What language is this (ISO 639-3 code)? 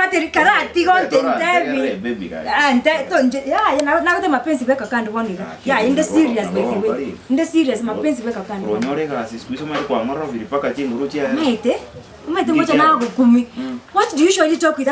guz